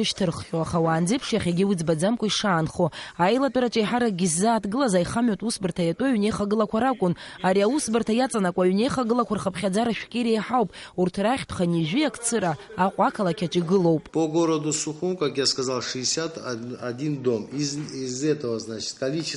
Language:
Abkhazian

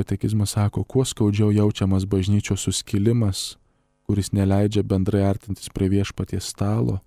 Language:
Lithuanian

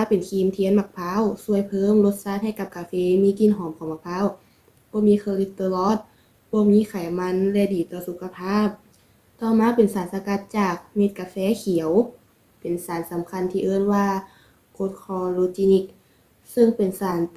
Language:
Lao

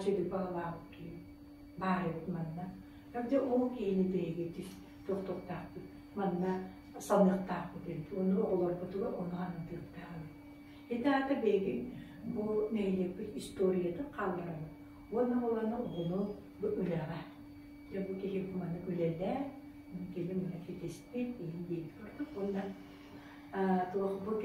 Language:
Yakut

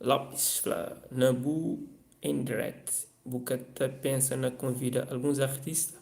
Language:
Kabuverdianu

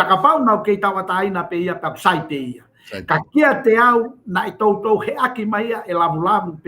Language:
Tongan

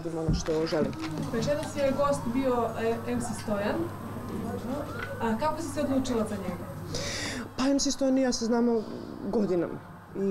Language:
Serbian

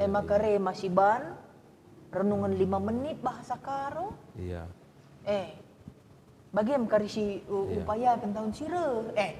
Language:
Batak Karo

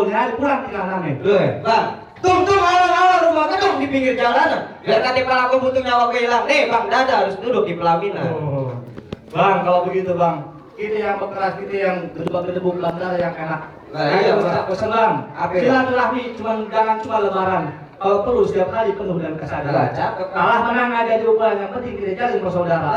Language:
Betawi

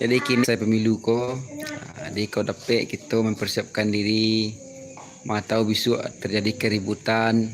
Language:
Minangkabau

